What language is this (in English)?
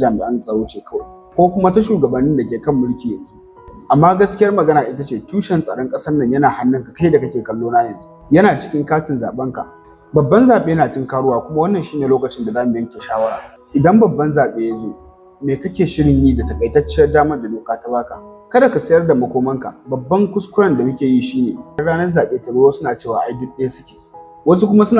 Hausa